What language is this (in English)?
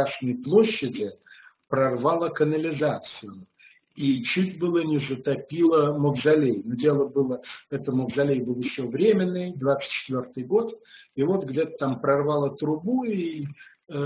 Russian